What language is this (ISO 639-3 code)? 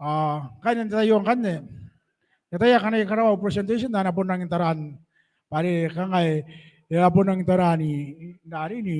gil